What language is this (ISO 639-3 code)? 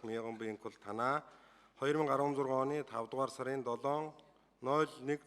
mon